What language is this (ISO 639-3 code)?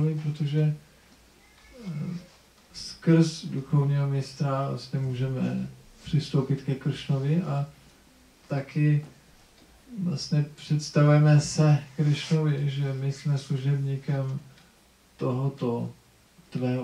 ces